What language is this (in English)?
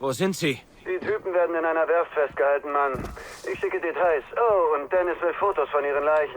Bavarian